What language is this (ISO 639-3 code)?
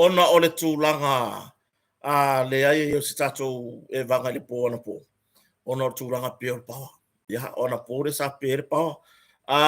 smo